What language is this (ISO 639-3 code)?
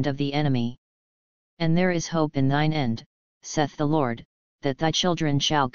eng